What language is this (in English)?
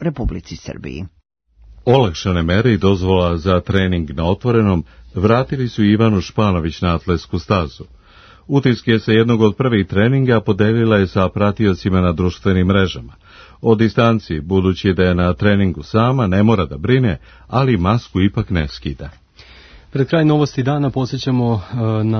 Serbian